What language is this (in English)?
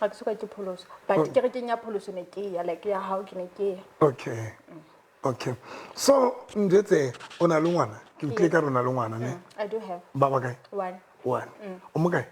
Southern Sotho